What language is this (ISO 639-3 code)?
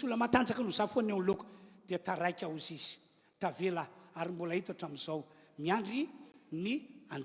mlg